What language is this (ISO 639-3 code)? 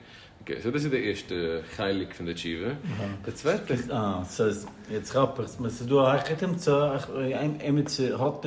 yid